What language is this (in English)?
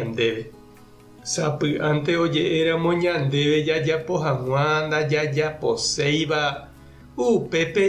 Guarani